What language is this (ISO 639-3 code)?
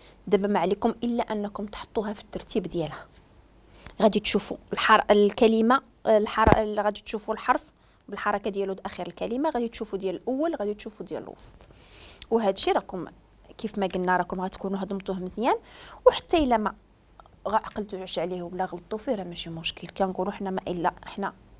ary